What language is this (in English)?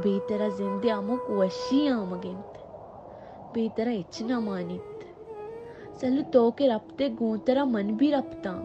Baluchi